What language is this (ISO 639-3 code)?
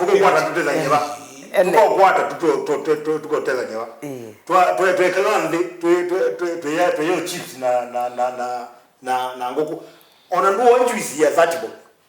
kam